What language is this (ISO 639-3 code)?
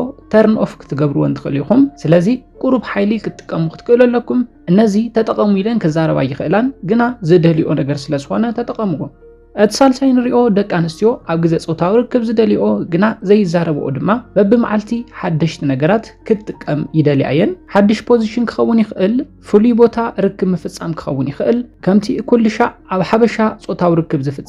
tir